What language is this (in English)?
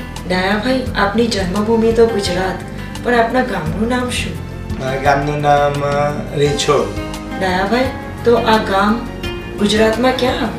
Gujarati